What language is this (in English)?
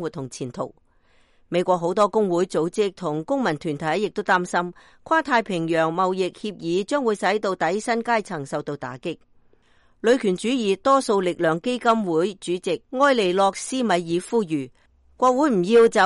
Cantonese